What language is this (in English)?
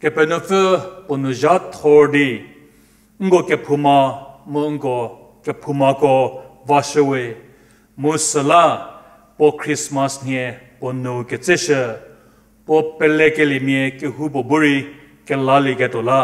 Angami Naga